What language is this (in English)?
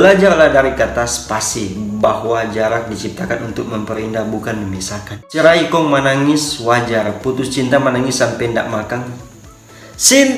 Manado Malay